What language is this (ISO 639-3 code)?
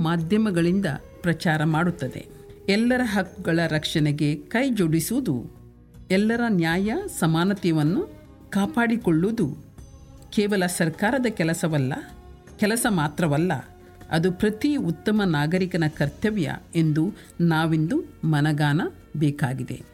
kan